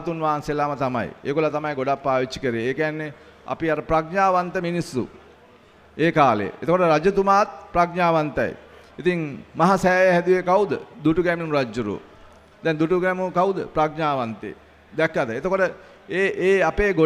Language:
Sinhala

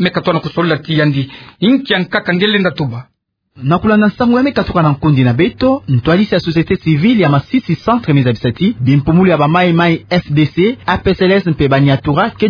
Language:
Kituba (Democratic Republic of Congo)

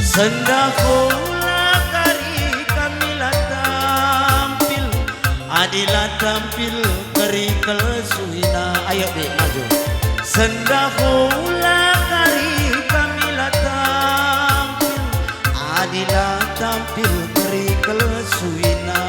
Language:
Batak Karo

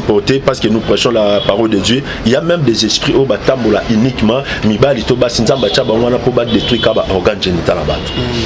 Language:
Lingala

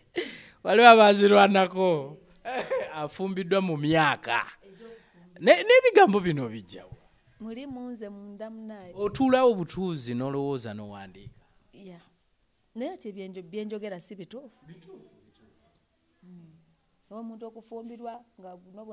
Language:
Ganda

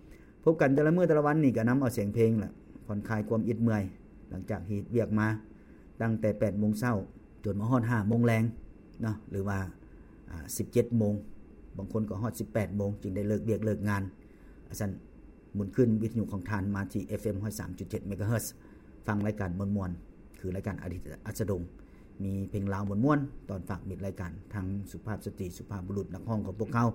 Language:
Lao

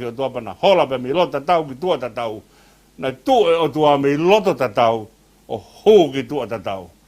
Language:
Tongan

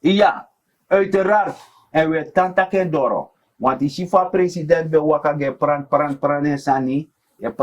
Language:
Sranan Tongo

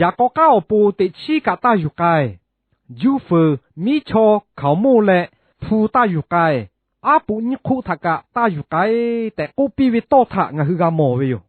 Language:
Lahu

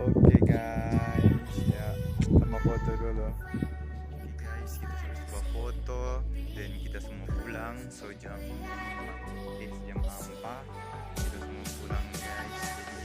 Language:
Manado Malay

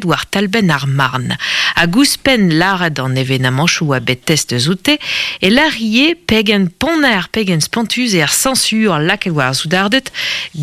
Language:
Breton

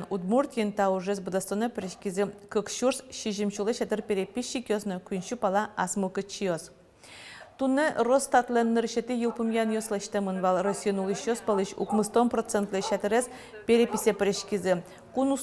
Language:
Udmurt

